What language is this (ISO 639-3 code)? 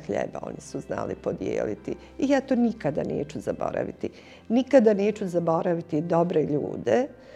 bos